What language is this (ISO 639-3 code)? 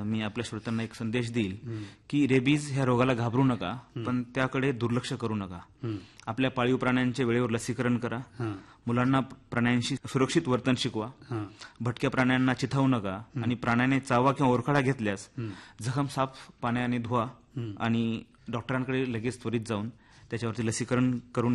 mar